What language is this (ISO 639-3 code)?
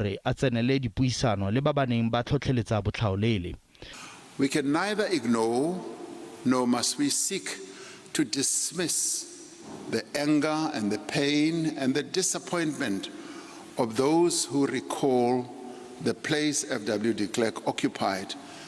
tsn